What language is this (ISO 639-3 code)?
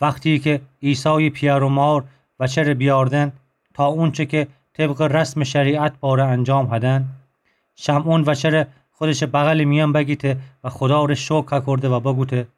glk